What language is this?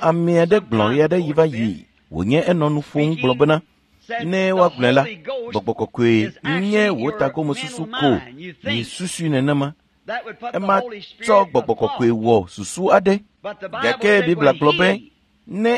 Ewe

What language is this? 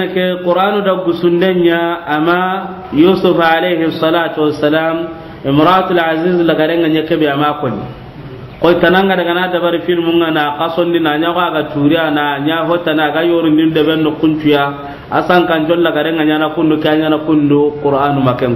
Soninke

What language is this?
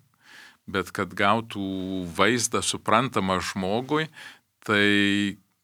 Lithuanian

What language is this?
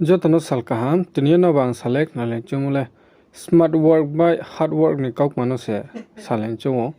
Riang (India)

